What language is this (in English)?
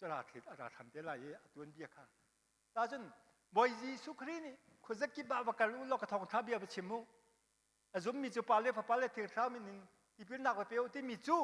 Hakha Chin